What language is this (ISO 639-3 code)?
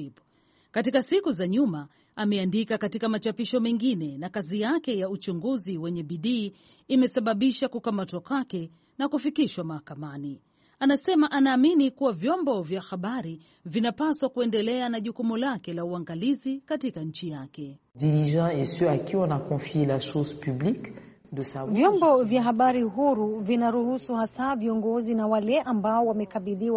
swa